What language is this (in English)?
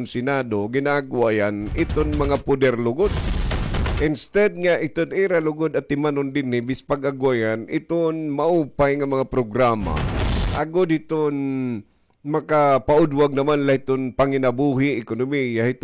Waray